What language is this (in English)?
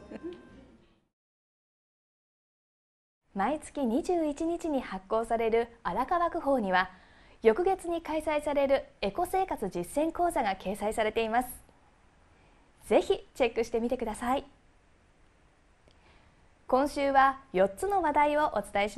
Japanese